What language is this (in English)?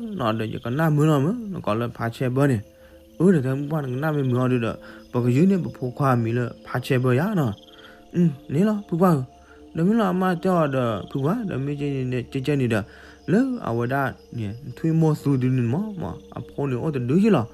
S'gaw Karen